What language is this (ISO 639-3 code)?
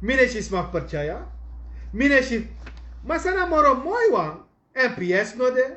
srn